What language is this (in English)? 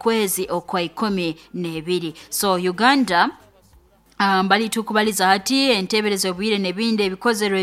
Nyoro